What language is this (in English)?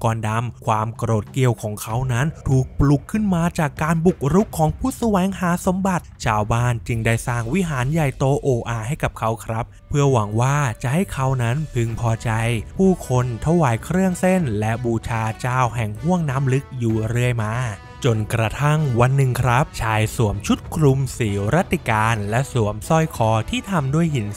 Thai